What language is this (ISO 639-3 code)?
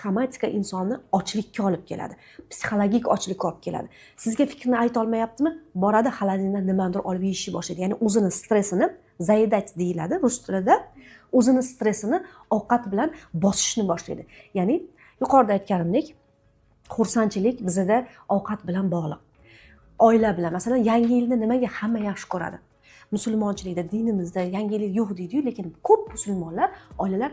uzb